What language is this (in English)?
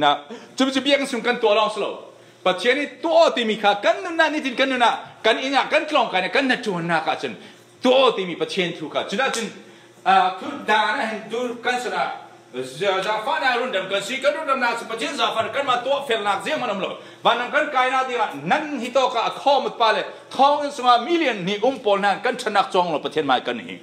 Falam Chin